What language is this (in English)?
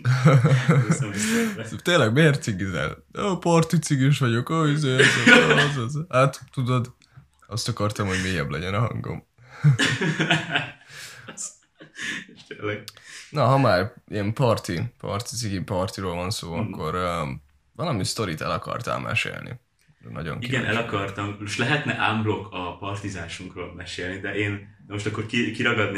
Hungarian